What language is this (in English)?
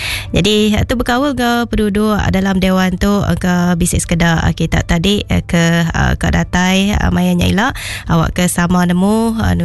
Iban